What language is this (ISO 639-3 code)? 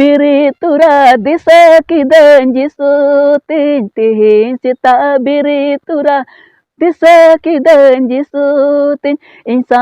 sat